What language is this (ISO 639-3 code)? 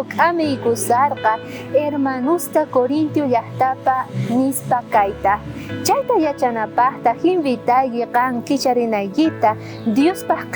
quh